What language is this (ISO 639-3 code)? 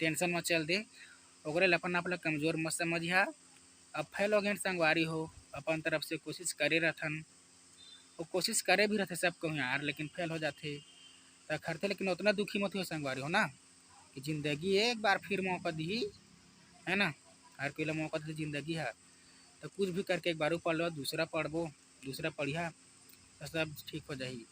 hne